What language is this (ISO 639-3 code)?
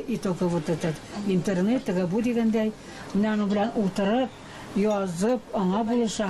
tat